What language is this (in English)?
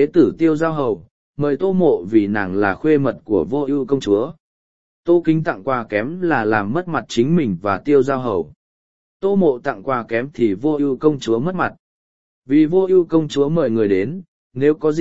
Vietnamese